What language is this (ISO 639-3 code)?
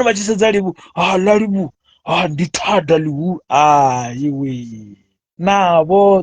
ven